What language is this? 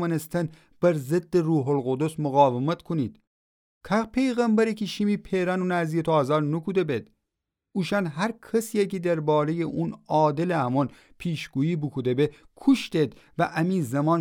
Gilaki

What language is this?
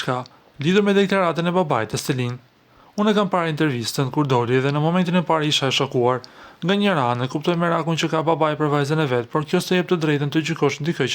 Albanian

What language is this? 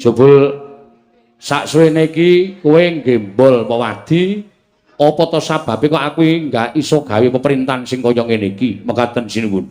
Javanese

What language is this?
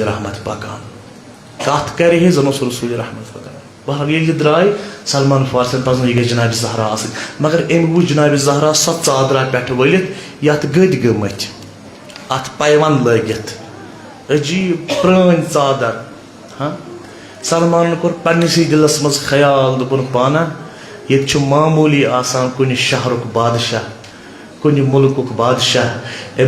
Kashmiri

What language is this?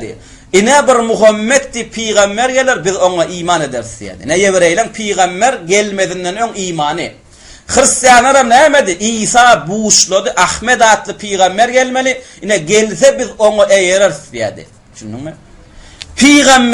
Turkmen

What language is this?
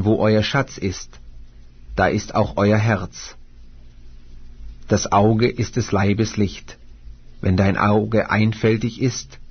German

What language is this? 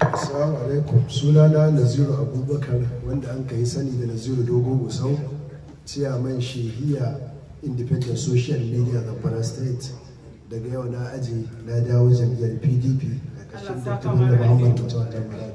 Hausa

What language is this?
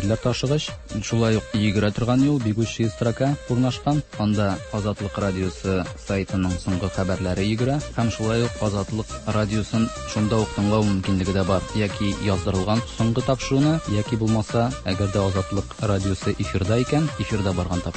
Tatar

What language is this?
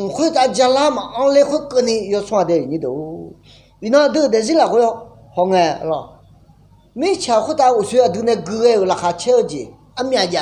Akha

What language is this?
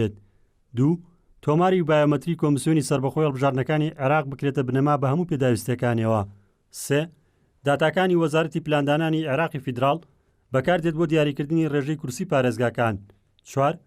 Central Kurdish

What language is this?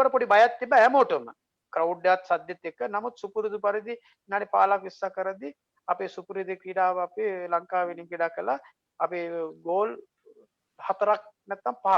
Sinhala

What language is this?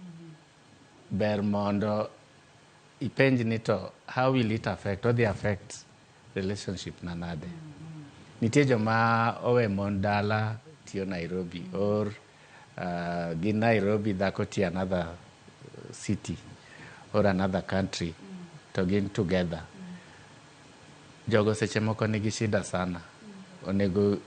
Luo (Kenya and Tanzania)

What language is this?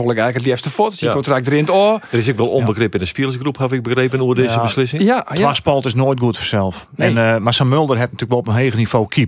Western Frisian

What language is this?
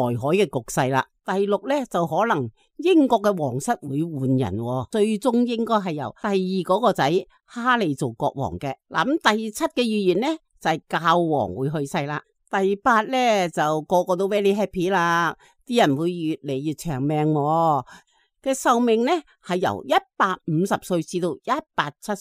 Cantonese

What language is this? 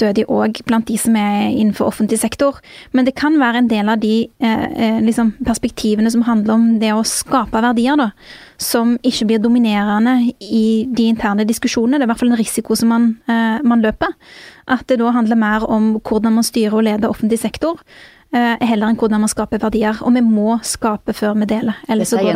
Norwegian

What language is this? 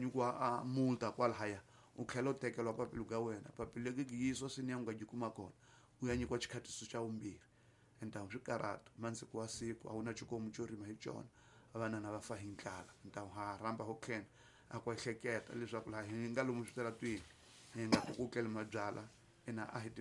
Tsonga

